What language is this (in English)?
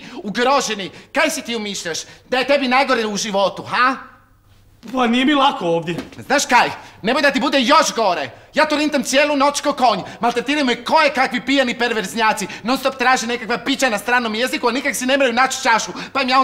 Croatian